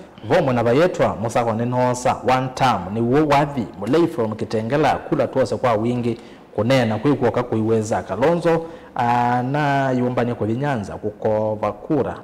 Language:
Kamba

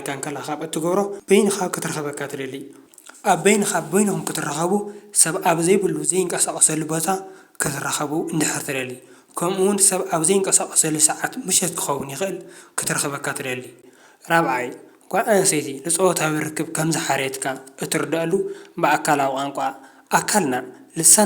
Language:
Tigrinya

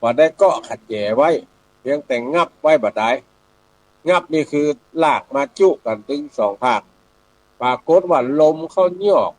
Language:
Northern Thai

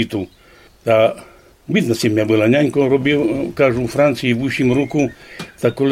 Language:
Rusyn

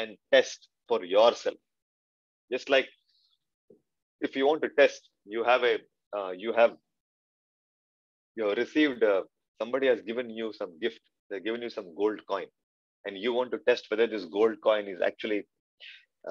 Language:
English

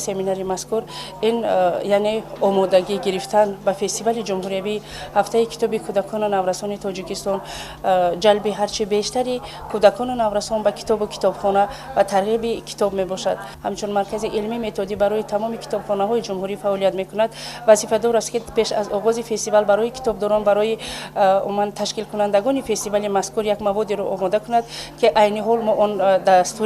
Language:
Tajik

